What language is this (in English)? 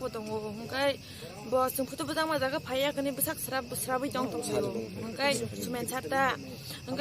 Riang (India)